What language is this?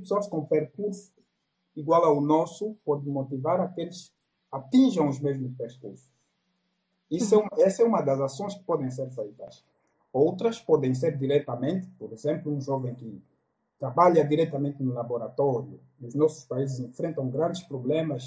Portuguese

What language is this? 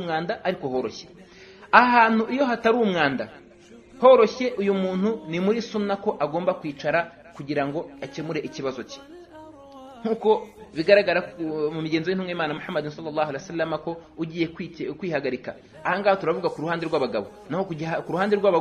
Kinyarwanda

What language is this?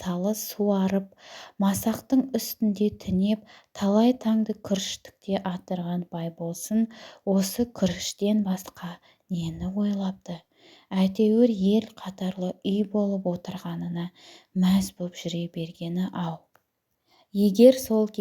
Kazakh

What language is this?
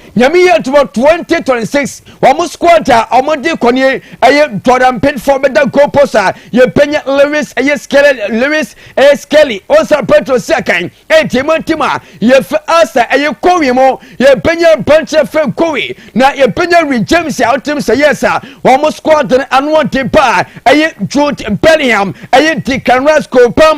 Akan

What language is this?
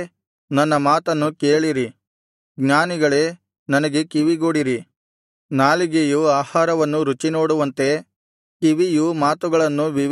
Kannada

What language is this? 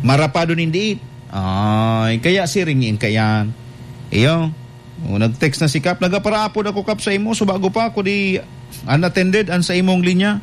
Bikol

